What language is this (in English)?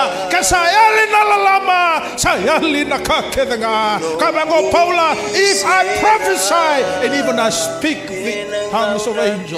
Fijian